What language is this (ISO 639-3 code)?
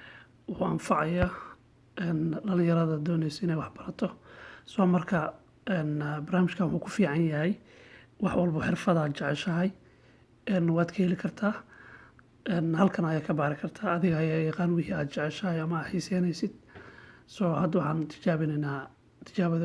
som